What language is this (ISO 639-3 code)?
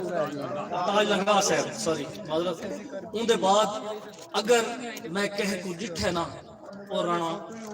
skr